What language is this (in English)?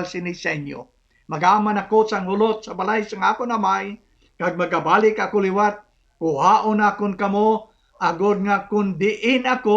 Hiligaynon